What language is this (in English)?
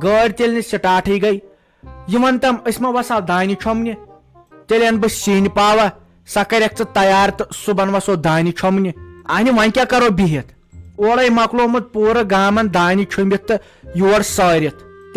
Kashmiri